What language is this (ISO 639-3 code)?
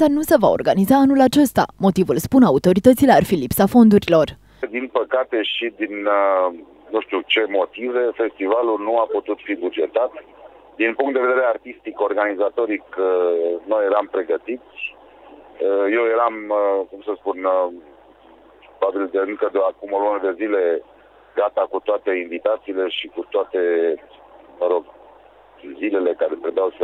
ron